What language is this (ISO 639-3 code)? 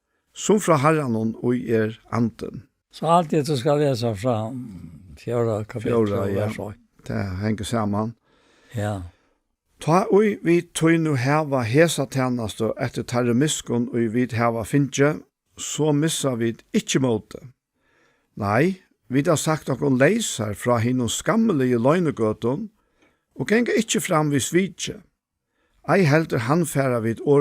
fao